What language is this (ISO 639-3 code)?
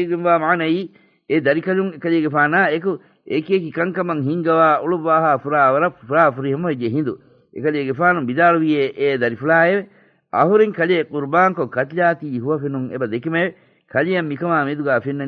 div